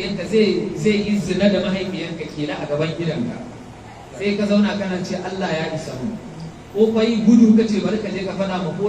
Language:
Hausa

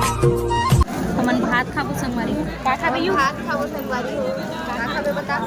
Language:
Chhattisgarhi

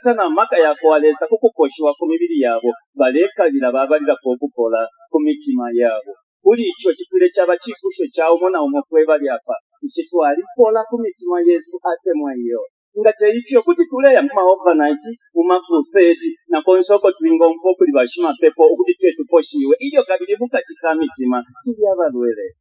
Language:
Bemba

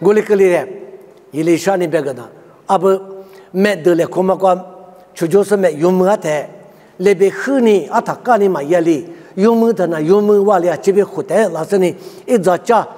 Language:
Lisu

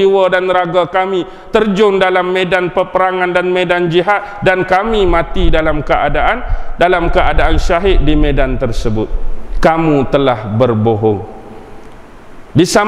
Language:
Malay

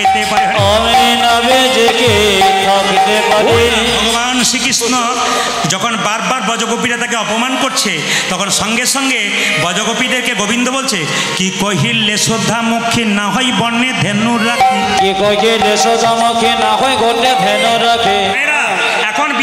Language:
Bangla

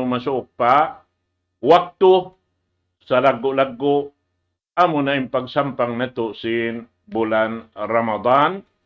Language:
Tausug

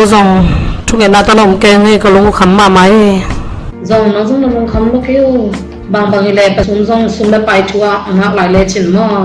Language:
Tedim Chin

